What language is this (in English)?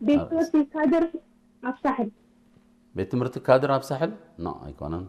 Tigrinya